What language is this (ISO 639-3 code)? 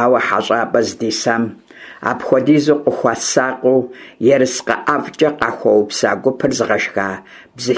kbd